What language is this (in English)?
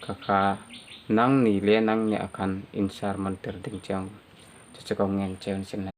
Hmar